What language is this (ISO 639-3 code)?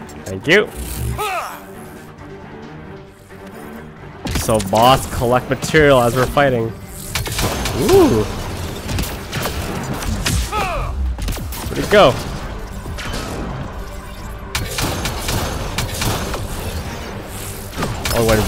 eng